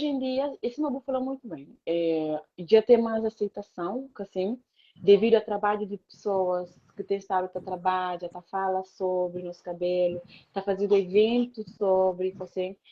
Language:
Kabuverdianu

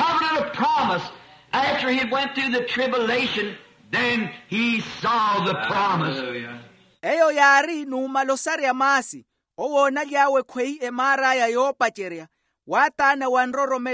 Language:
Makhuwa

